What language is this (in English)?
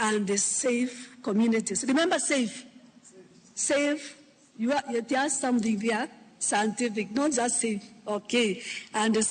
Luo (Kenya and Tanzania)